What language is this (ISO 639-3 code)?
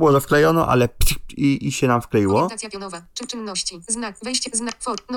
pol